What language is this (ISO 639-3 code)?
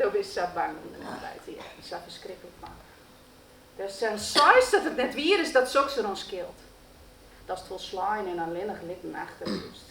fry